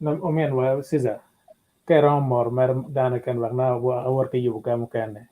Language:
Acoli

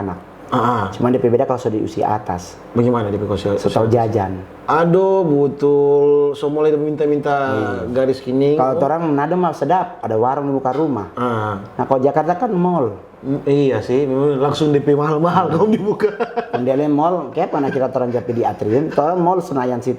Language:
Manado Malay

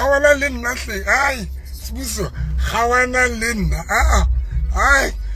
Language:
Southern Sotho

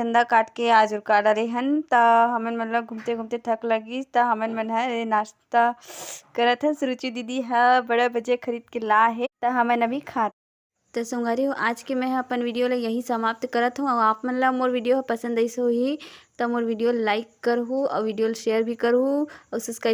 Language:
Chhattisgarhi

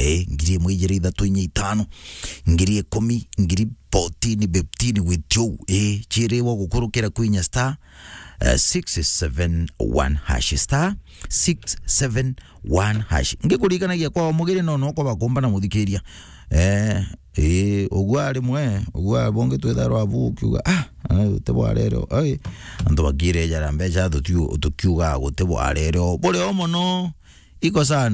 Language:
Meru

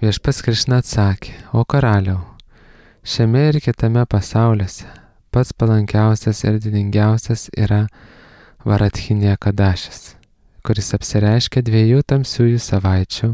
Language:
Lithuanian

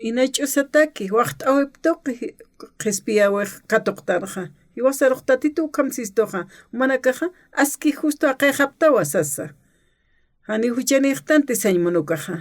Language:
Aymara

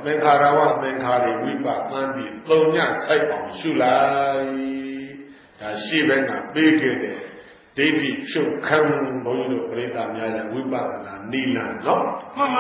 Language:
Burmese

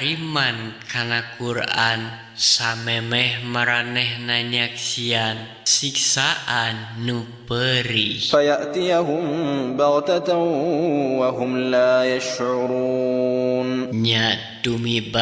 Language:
Sundanese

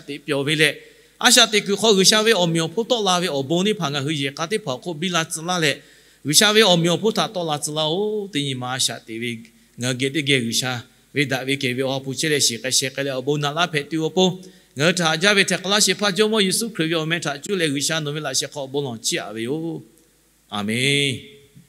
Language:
Lahu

